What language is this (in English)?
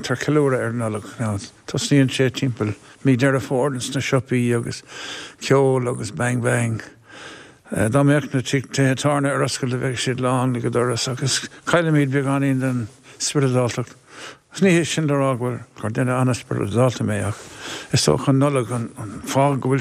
Irish